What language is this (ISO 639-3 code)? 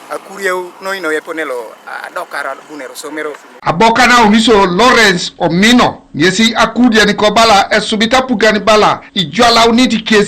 teo